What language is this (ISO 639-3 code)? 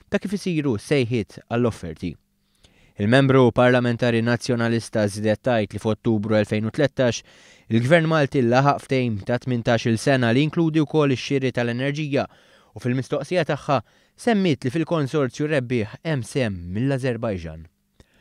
mlt